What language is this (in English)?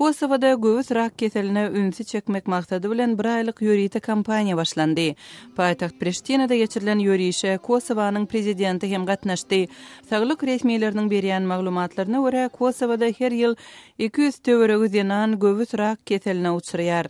Turkmen